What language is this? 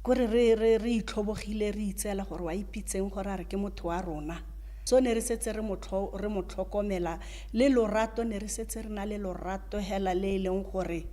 Tswana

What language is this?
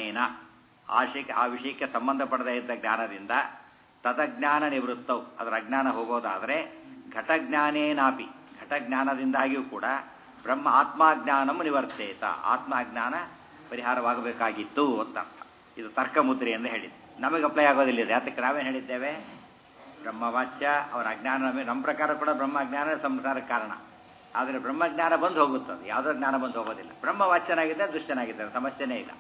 Kannada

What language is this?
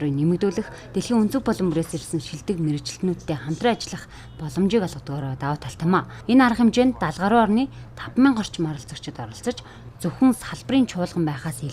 Mongolian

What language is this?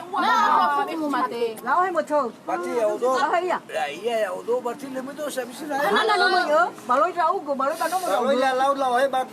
Nias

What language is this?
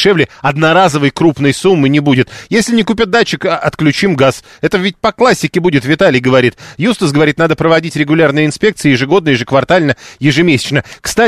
Russian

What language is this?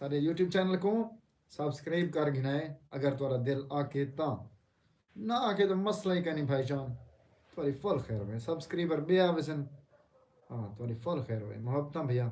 Saraiki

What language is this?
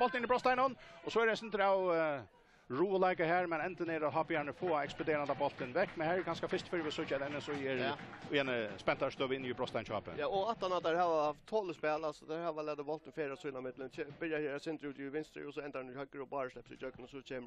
Faroese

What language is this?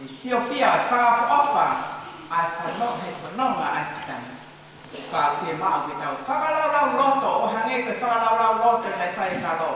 Tongan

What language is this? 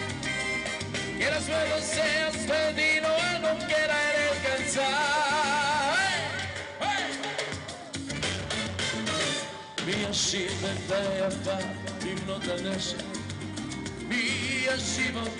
Hebrew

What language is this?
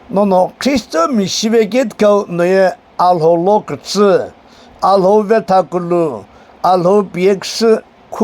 Sumi Naga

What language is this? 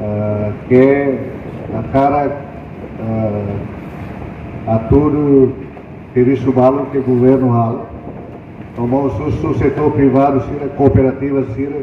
Tetum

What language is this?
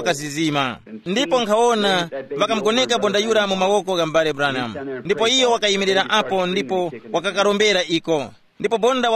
Tumbuka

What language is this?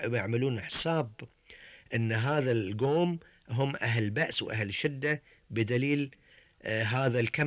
Gulf Arabic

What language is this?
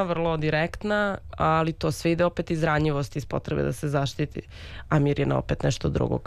Serbian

